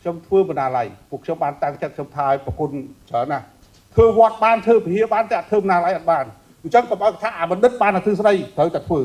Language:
Khmer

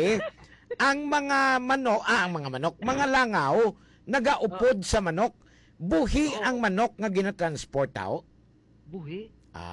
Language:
Hiligaynon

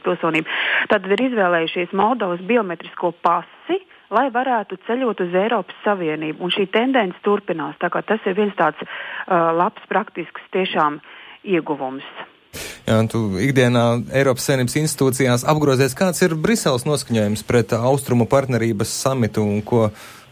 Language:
Latvian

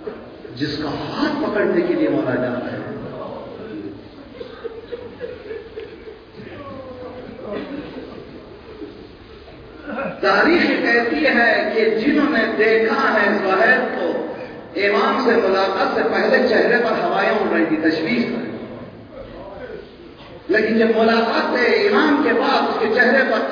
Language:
Urdu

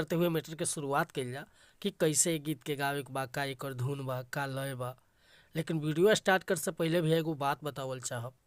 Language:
Bhojpuri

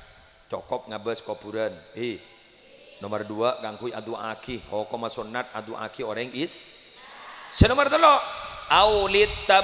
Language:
Madurese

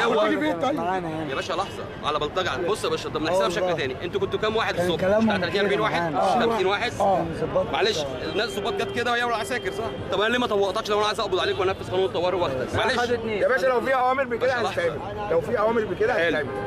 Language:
Egyptian Arabic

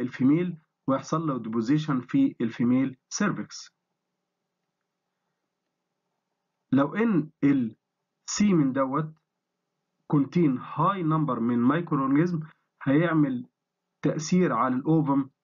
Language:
Egyptian Arabic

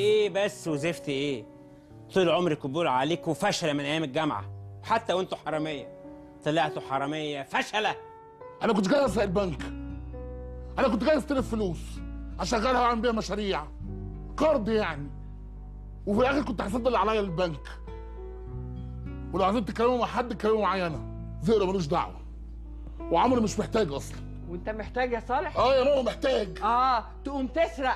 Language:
Egyptian Arabic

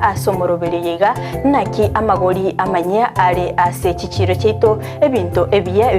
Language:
Gusii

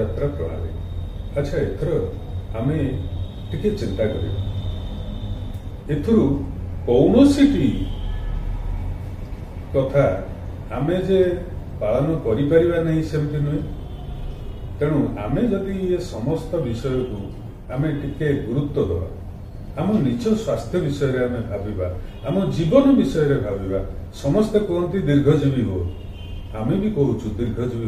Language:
Odia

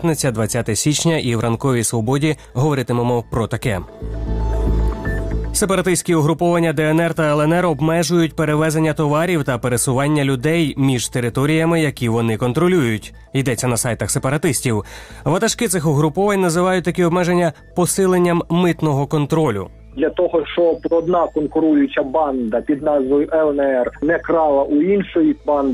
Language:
Ukrainian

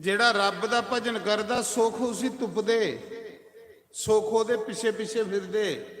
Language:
Dogri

